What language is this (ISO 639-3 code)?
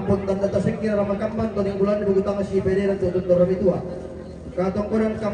sda